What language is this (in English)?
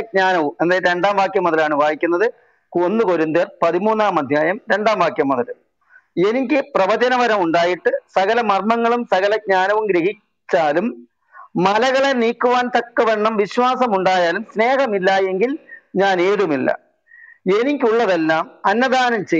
Malayalam